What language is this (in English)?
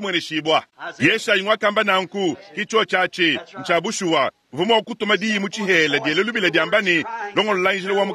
Luba-Lulua